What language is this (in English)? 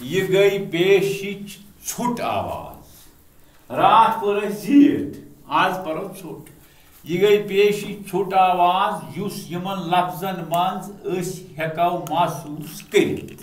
Kashmiri